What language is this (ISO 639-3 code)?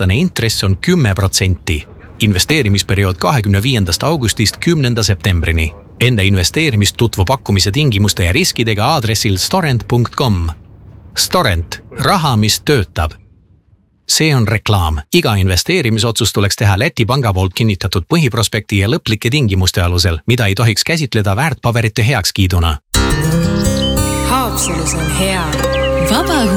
est